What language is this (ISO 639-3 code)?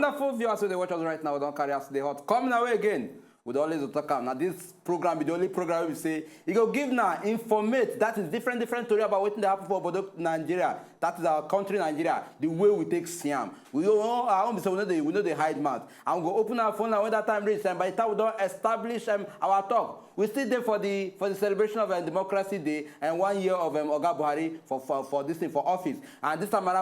pcm